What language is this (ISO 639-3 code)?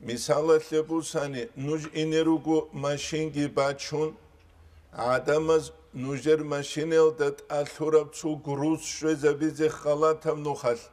ava